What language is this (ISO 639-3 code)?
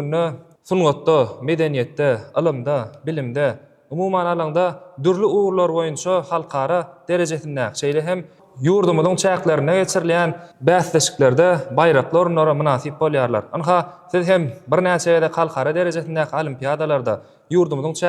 tuk